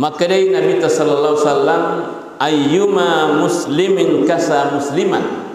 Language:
Buginese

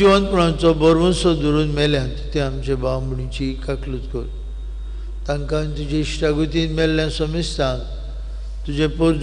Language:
Konkani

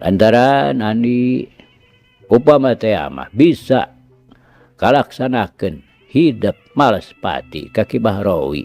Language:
Sundanese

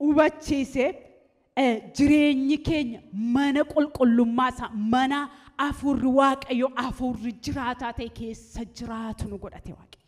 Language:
Oromo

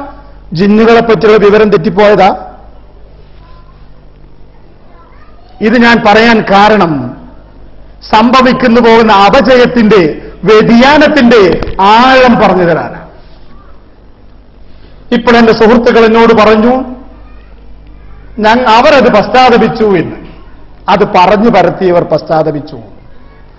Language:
Malayalam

